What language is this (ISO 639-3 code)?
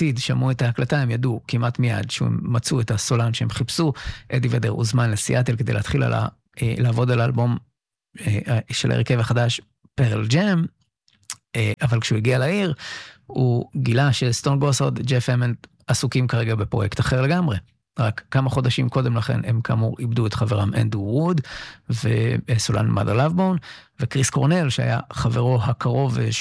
heb